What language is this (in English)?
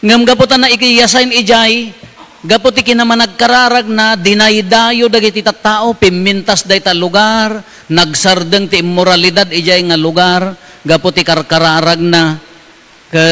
Iloko